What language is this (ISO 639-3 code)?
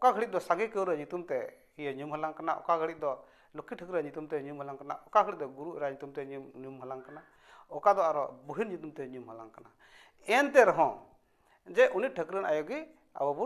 sat